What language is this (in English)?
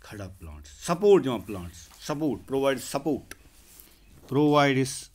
Kashmiri